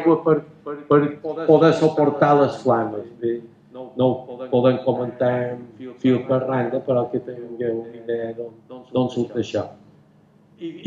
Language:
Catalan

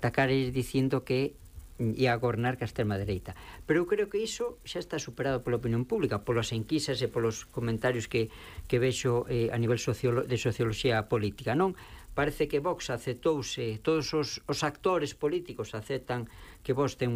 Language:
Galician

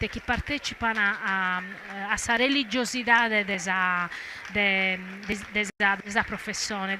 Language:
Sardinian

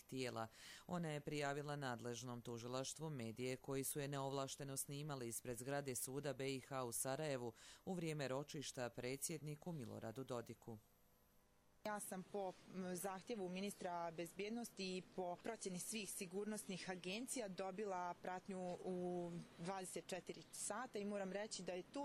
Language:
Bosnian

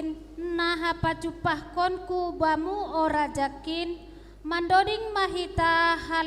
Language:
Batak Simalungun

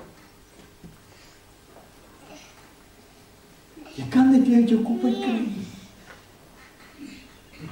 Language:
Afrikaans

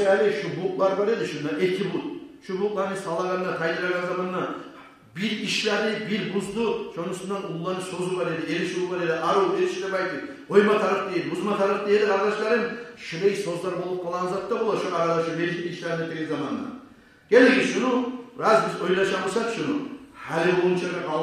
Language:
Kumyk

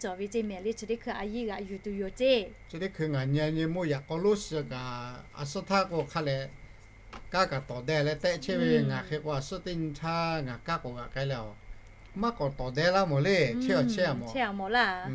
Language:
Lahu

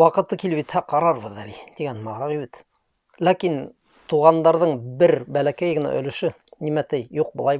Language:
Bashkir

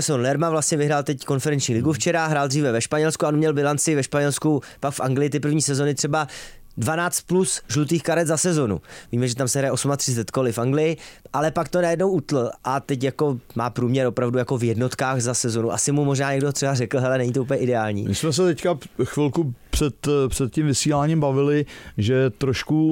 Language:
Czech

